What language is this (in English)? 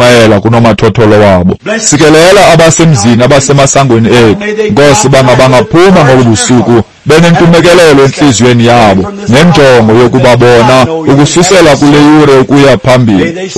Xhosa